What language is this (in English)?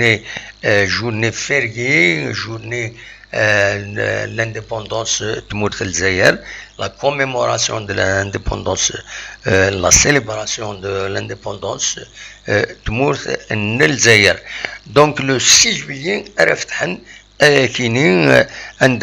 Kabyle